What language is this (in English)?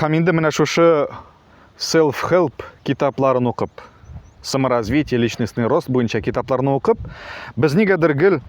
Tatar